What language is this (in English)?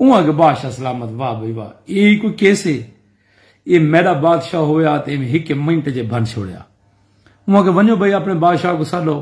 Saraiki